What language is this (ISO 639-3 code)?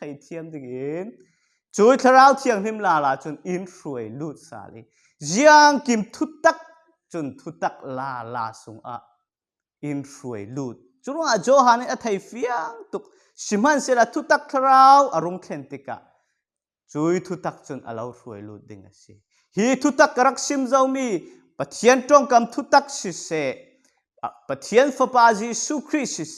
cfm